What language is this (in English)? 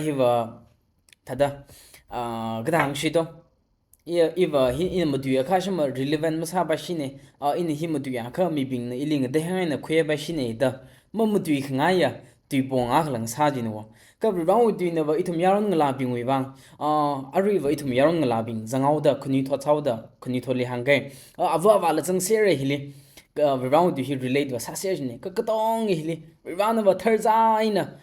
Tangkhul Naga (India)